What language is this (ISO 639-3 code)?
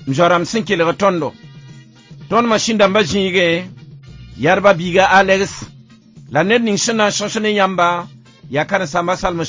mos